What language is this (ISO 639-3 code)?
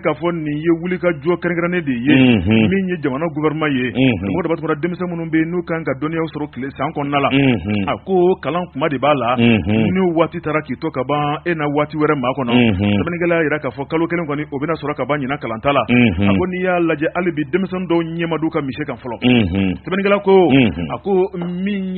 bam